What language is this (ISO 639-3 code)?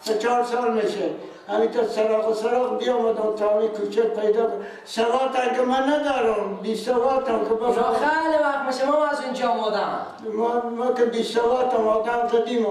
fas